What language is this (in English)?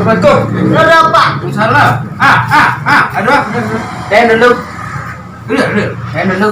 Minangkabau